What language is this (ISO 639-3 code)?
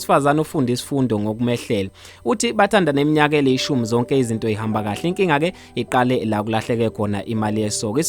zul